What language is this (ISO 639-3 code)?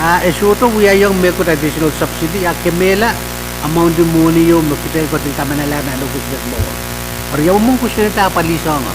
pon